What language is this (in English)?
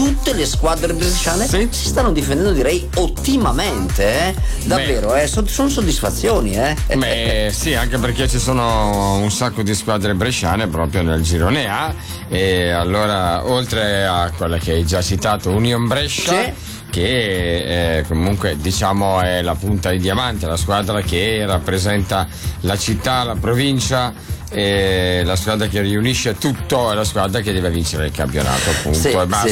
Italian